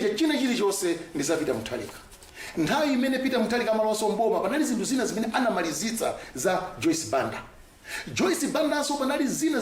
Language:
Nyanja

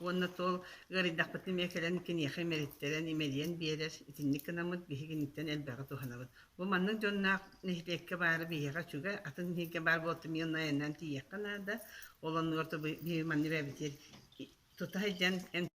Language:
Yakut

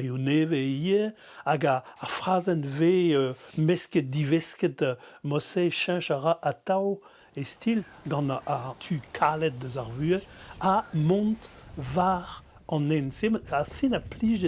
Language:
Breton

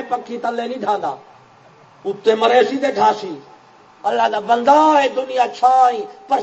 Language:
Saraiki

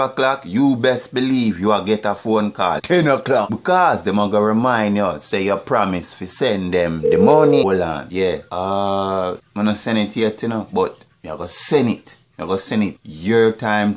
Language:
Jamaican Creole English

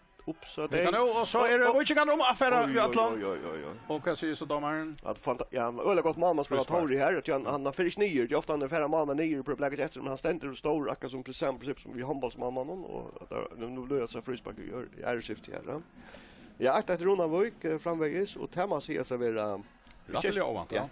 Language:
Faroese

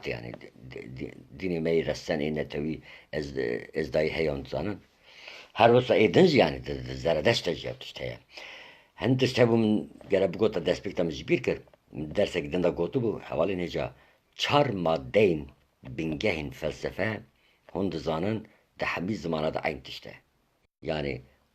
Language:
Kurdish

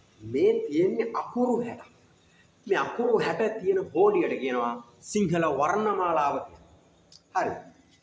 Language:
Sinhala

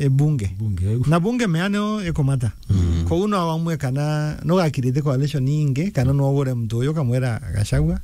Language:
Meru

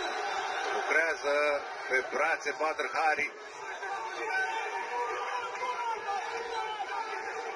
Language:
Romanian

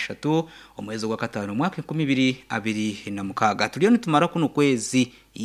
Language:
Nyankole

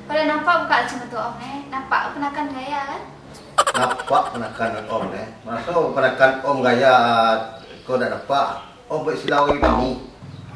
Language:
Minangkabau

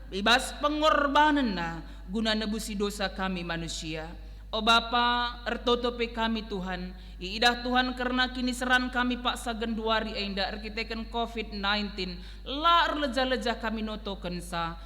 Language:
Batak Karo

